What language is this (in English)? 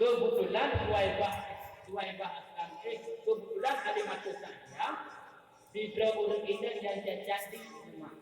Achinese